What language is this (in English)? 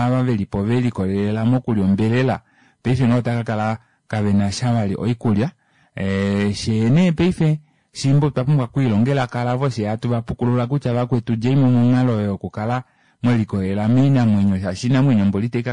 Kuanyama